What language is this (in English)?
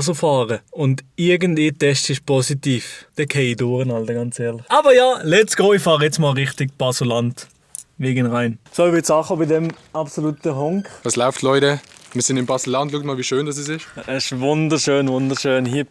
Swiss German